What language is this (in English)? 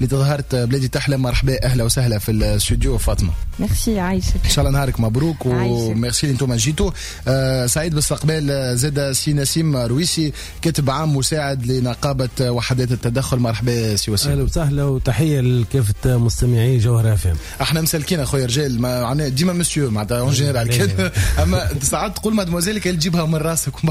Tunisian Arabic